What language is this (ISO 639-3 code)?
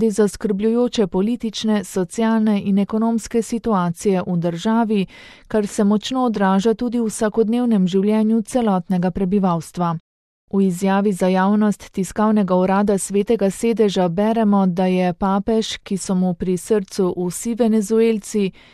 slv